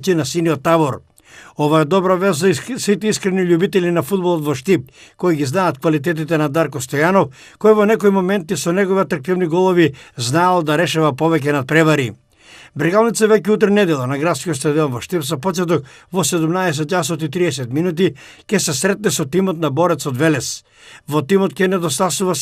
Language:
Macedonian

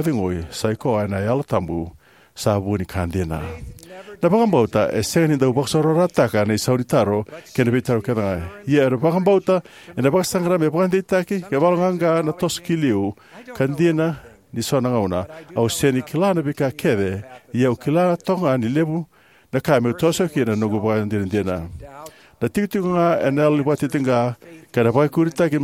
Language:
Fijian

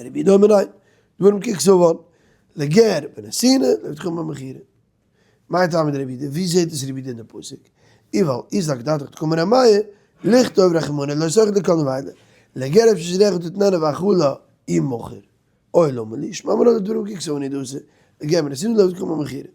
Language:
Yiddish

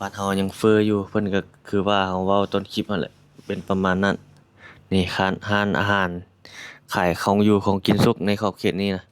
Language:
Lao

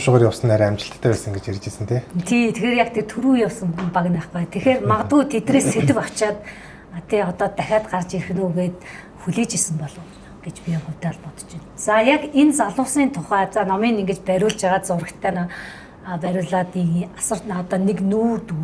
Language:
Mongolian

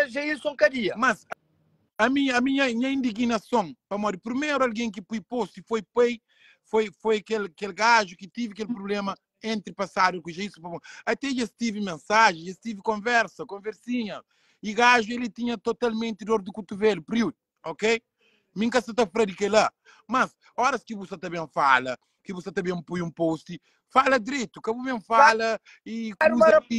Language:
Kabuverdianu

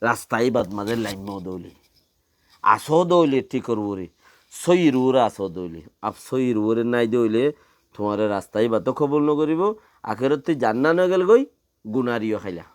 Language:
Rohingya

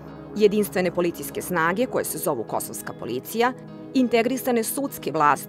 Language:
Serbian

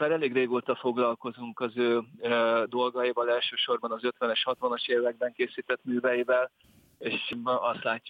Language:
Hungarian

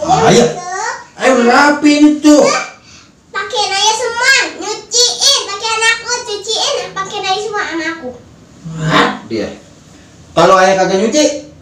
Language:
Betawi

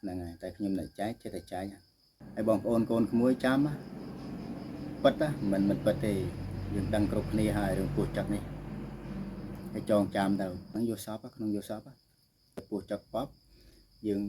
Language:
Khmer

